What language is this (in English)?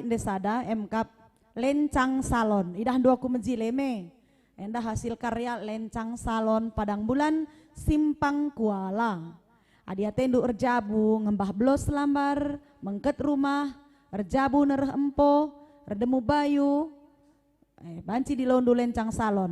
Batak Karo